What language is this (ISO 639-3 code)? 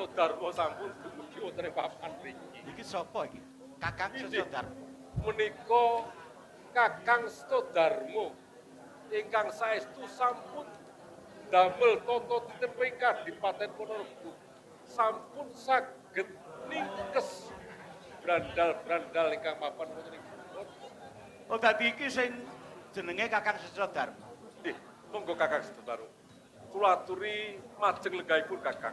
jav